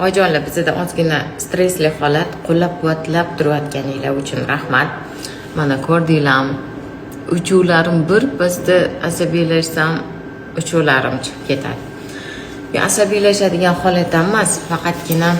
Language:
Uzbek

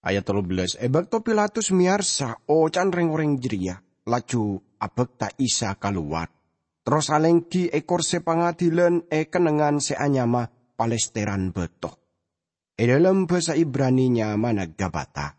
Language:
Madurese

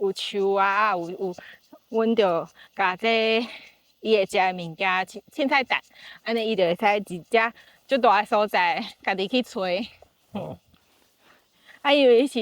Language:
Min Nan Chinese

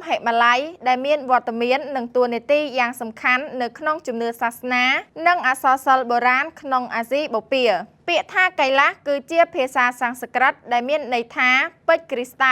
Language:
Khmer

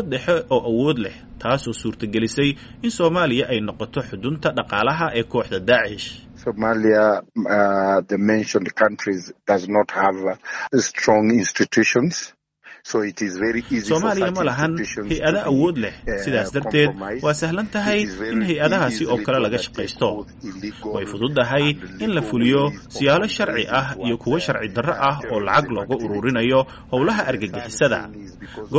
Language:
Somali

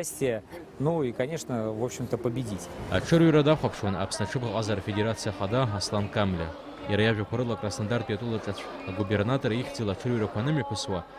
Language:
Abkhazian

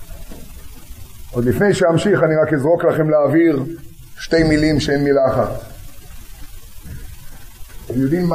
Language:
Hebrew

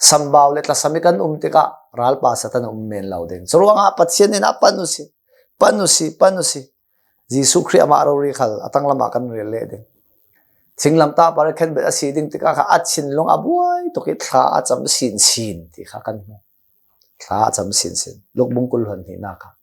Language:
Hakha Chin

